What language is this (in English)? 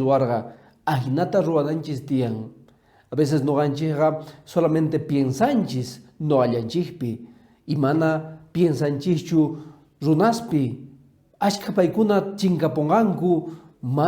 Quechua